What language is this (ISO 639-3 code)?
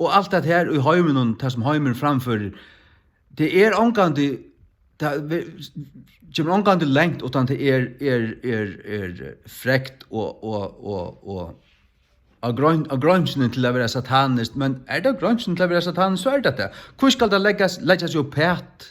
fao